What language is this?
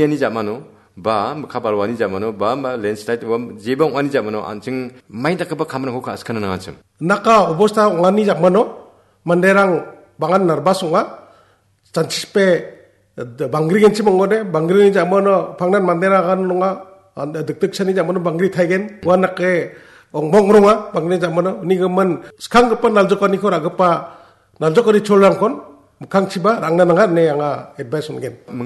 Garo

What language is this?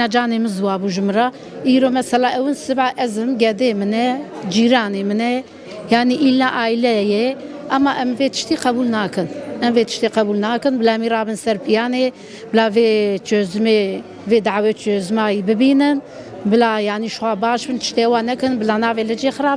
Kurdish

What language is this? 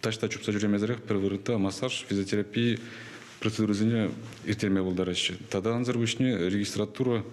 Chuvash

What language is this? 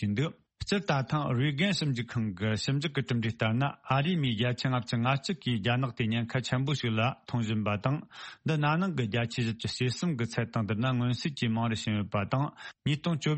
Tibetan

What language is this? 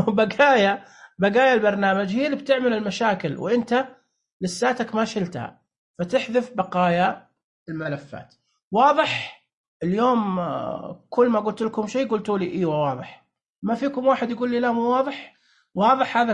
Najdi Arabic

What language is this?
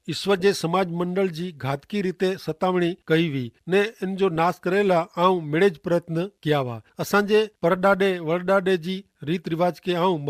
Kachhi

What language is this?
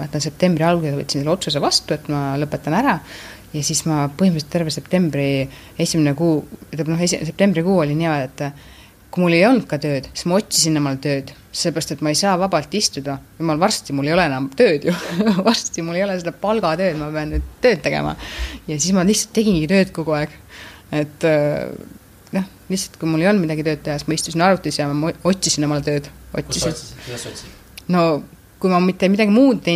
Estonian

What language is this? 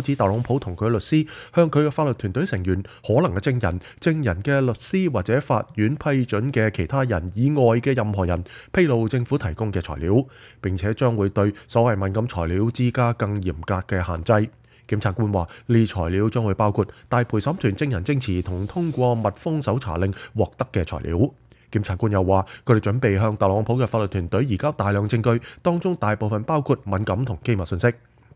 Cantonese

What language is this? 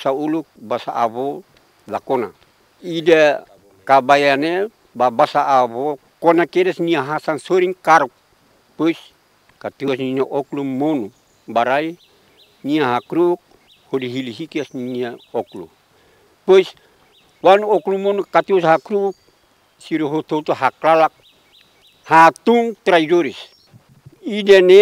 Tetum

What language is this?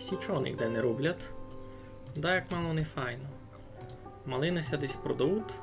Rusyn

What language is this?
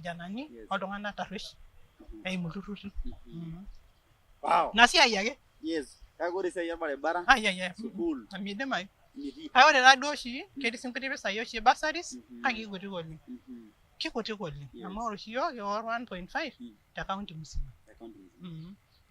Masai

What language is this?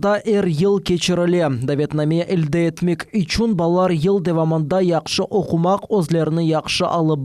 Crimean Tatar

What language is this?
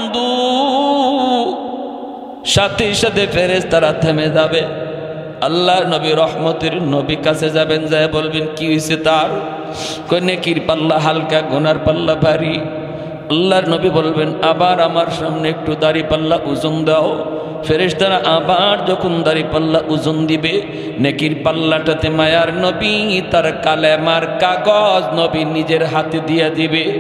Bangla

